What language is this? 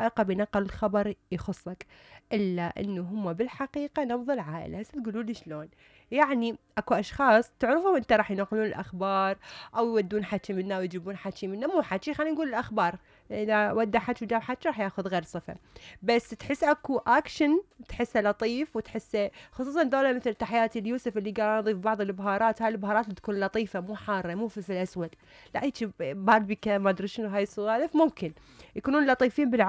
Mesopotamian Arabic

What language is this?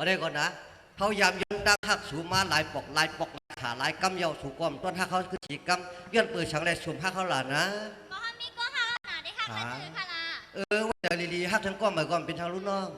Shan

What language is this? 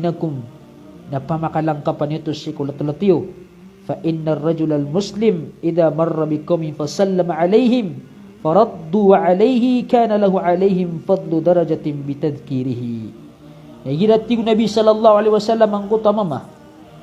Maranao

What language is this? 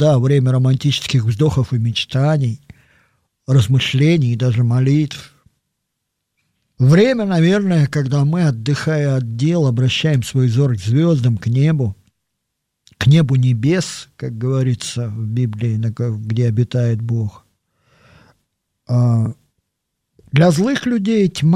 Russian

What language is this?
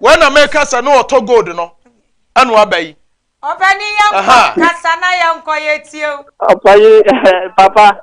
Akan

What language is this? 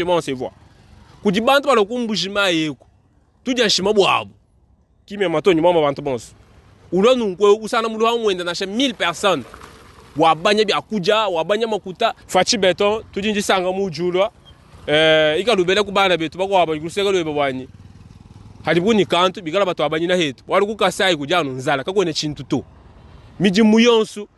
Luba-Lulua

